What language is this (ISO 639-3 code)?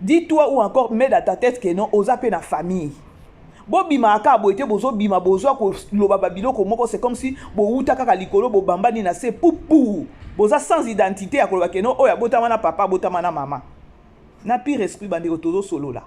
lin